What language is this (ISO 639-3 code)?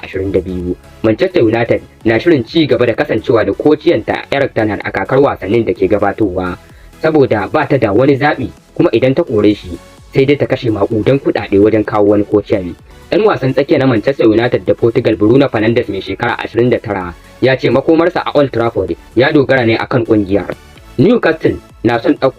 hau